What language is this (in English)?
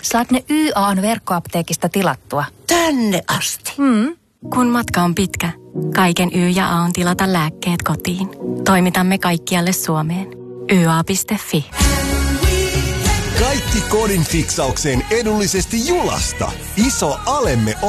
Finnish